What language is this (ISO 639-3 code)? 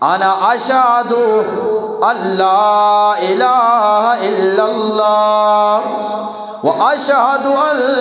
bgp